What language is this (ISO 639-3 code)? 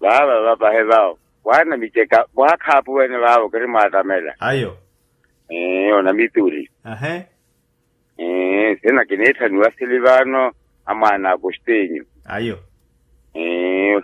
vmw